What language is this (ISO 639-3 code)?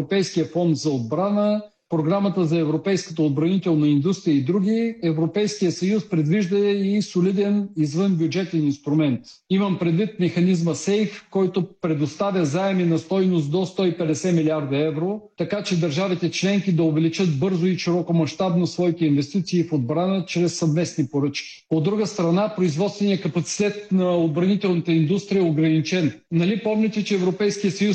bul